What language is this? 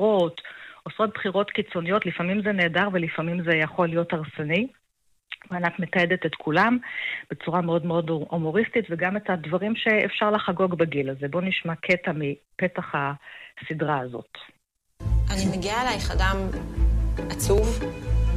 Hebrew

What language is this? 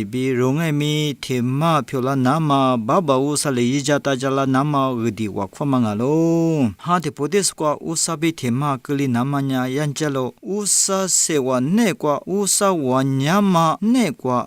Lisu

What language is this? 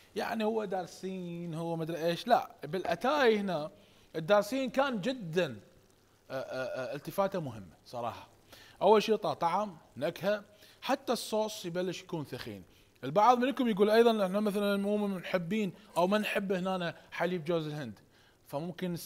Mesopotamian Arabic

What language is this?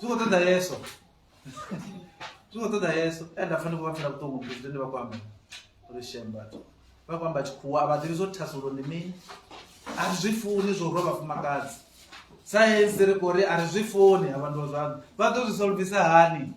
Venda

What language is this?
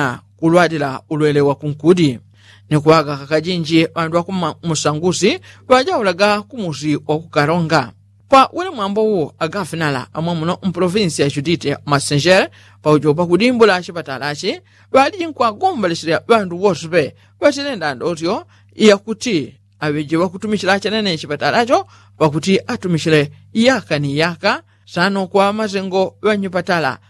Yao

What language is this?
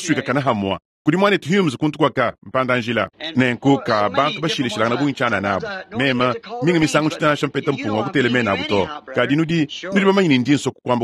Luba-Lulua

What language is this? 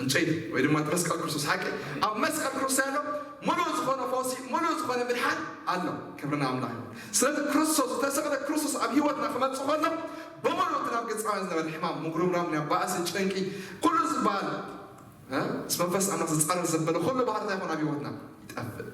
Tigrinya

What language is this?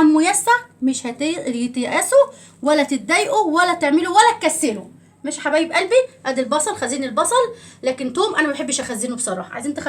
Egyptian Arabic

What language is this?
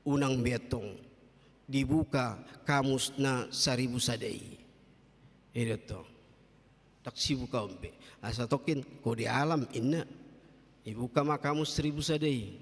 Batak Toba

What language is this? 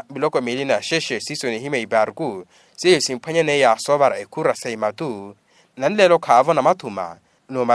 Makhuwa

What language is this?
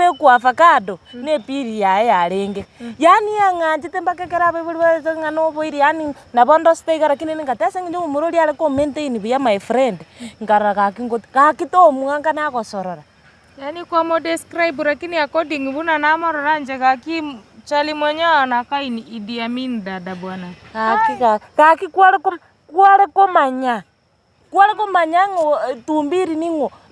Gusii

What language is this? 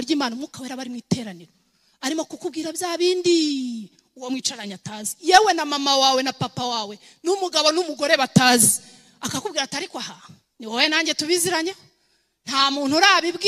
Kinyarwanda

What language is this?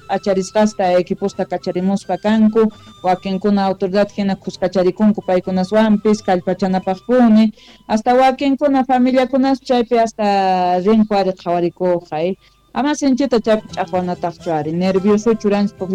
Quechua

